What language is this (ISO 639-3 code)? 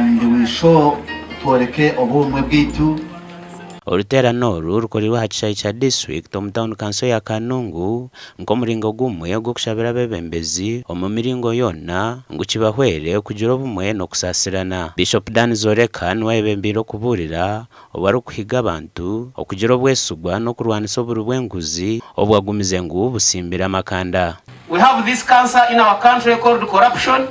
nyn